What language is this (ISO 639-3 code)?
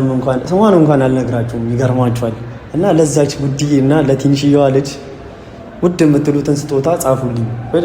amh